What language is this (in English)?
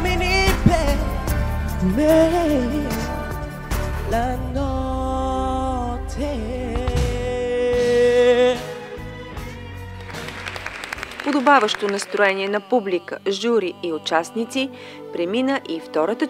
Bulgarian